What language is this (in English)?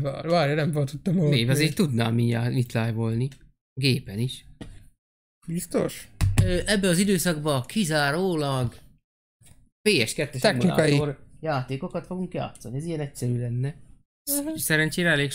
Hungarian